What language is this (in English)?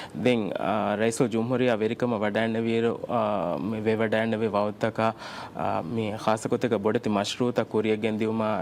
Divehi